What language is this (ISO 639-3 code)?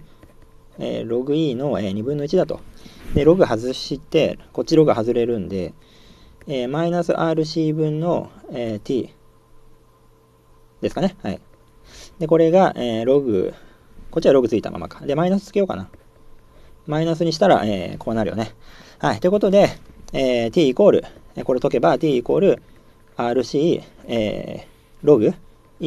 jpn